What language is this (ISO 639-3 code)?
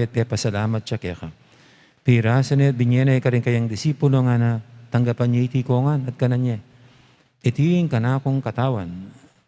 pam